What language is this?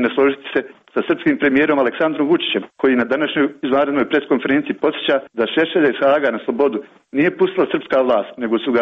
Croatian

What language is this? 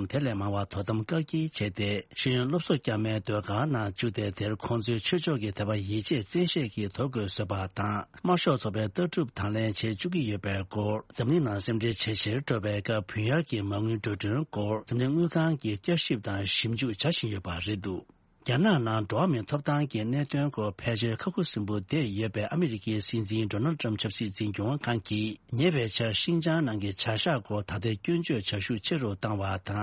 Tibetan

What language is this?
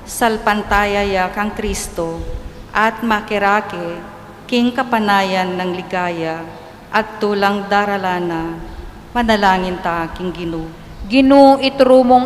Pampanga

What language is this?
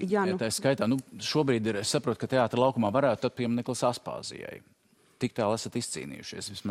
Latvian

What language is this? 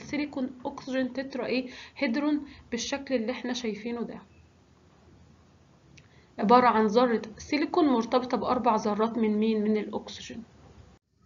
Egyptian Arabic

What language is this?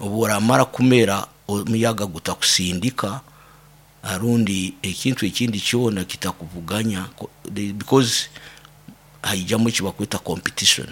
Nyoro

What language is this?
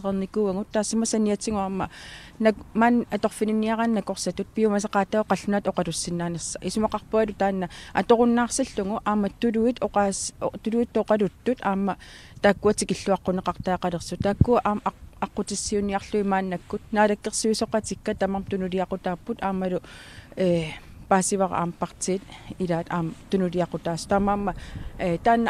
Kalaallisut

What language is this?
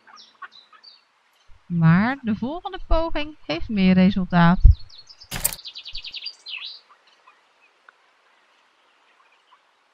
Dutch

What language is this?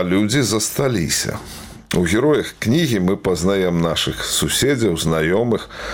Belarusian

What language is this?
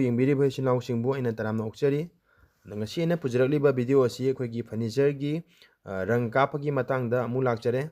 Manipuri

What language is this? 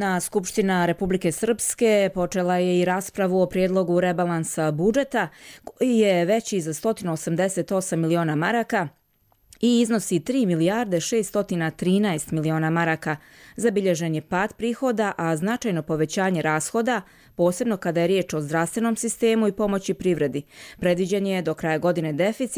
Croatian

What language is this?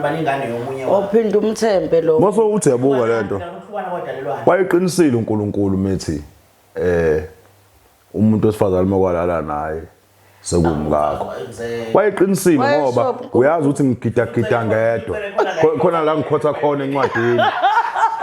Zulu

